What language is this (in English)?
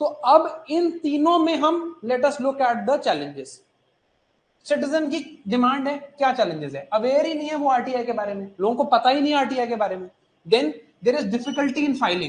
Hindi